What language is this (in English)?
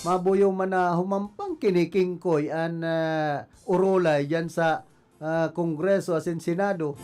Bikol